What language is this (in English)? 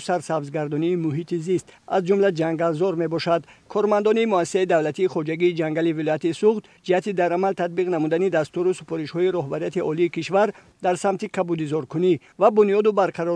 Tajik